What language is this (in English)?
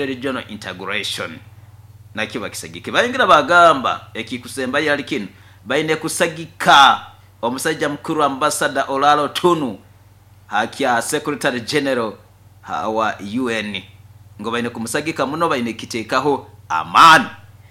Nyoro